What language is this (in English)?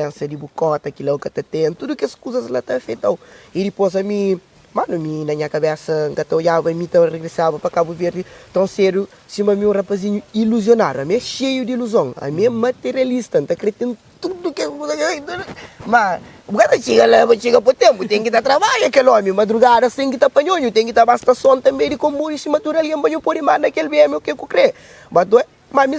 Kabuverdianu